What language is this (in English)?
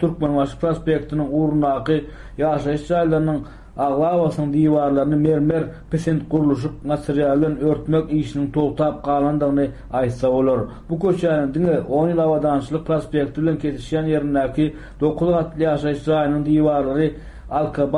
Turkmen